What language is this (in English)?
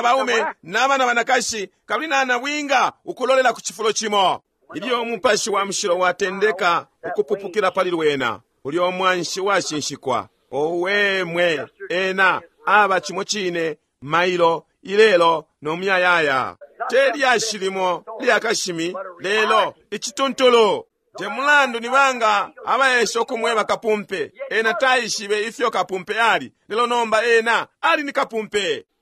Bemba